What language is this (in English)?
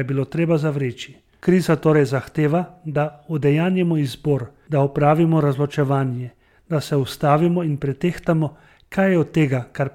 Slovenian